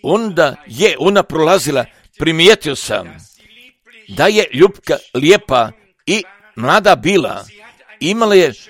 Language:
Croatian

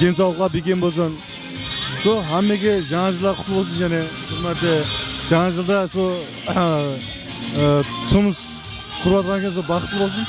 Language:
Kara-Kalpak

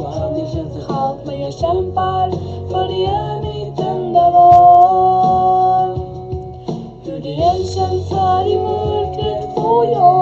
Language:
Swedish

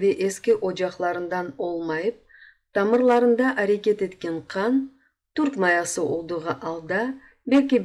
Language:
Crimean Tatar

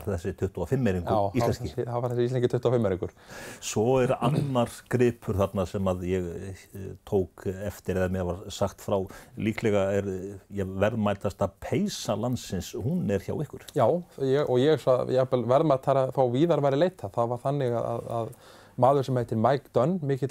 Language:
Icelandic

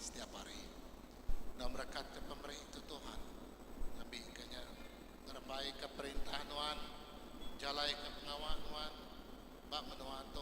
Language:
Iban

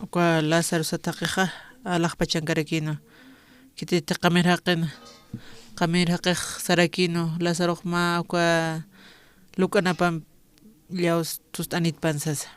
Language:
Aymara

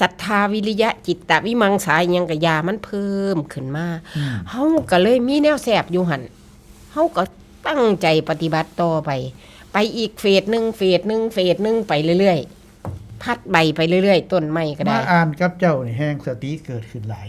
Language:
Northeastern Thai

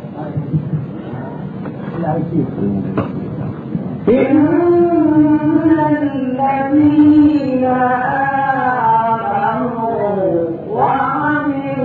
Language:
Arabic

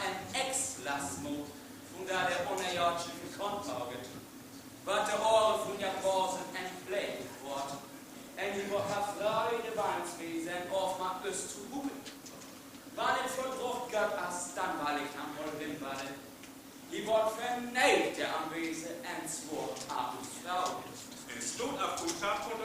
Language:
Northern Frisian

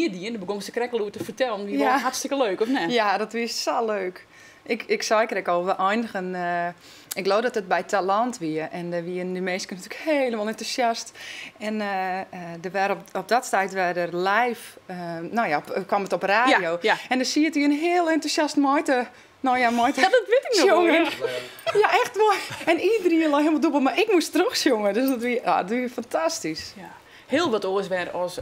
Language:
Western Frisian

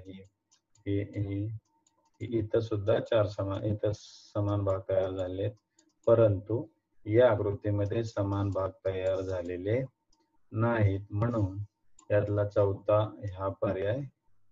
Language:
Marathi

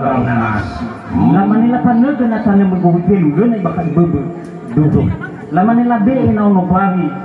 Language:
Nias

